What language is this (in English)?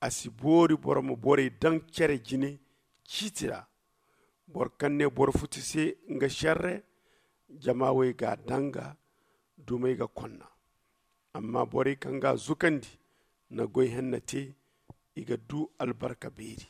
Zarma